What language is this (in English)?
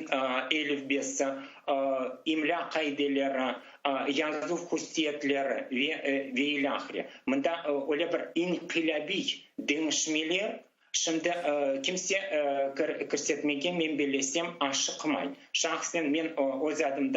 Crimean Tatar